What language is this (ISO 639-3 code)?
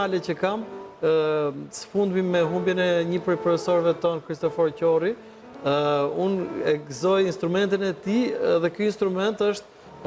sqi